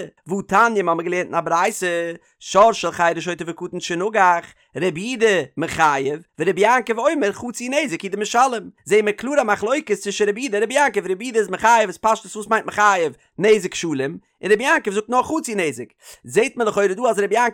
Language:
Yiddish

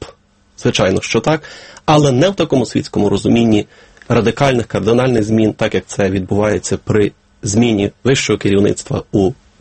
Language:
Ukrainian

